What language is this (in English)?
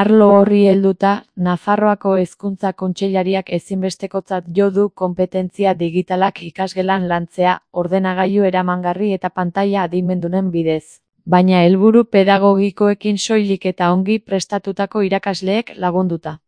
Basque